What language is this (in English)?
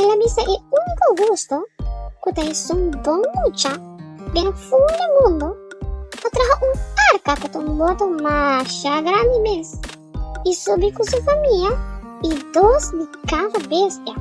Papiamento